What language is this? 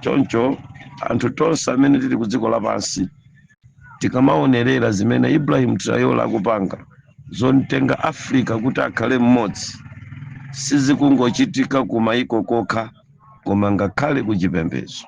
Nyanja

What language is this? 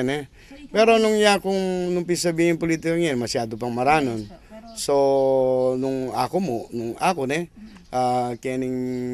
Pampanga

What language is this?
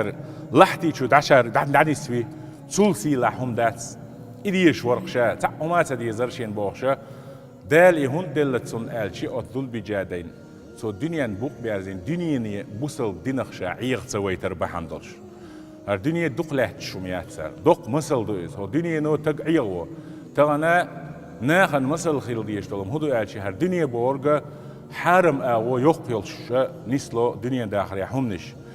Chechen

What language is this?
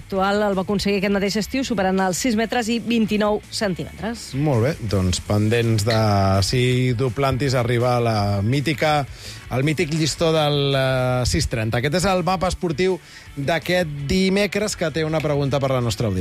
Catalan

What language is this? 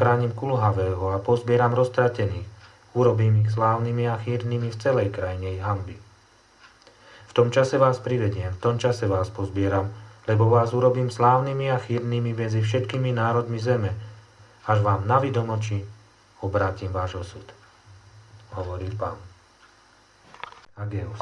Slovak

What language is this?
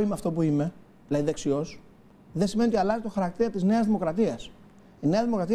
Greek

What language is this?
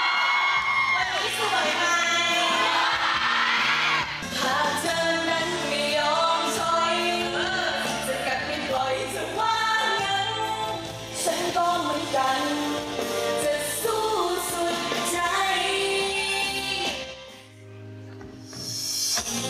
Thai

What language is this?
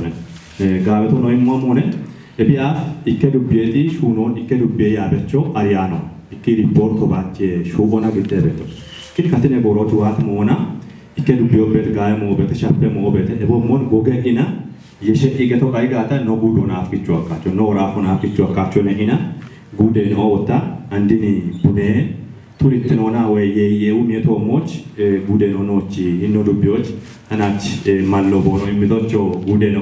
Kafa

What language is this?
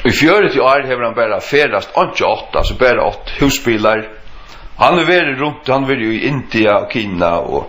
Faroese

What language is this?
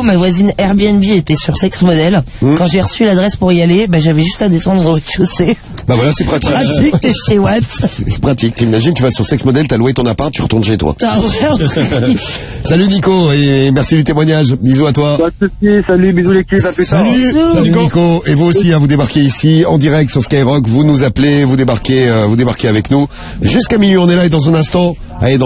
French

